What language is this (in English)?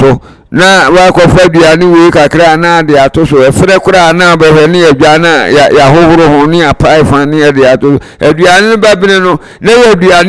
Akan